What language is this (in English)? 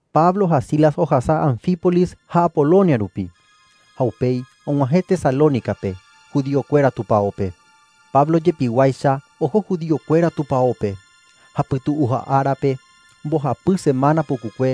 Guarani